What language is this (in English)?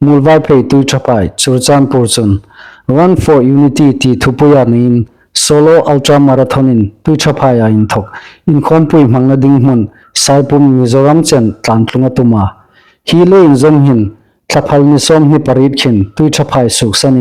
Hmar